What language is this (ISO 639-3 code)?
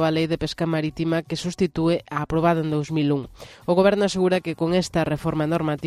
glg